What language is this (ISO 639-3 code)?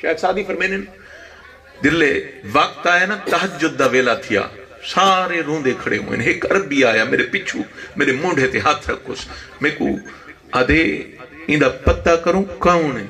skr